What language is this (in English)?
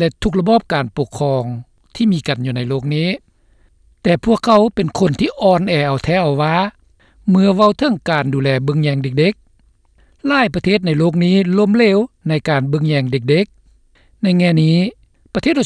Lao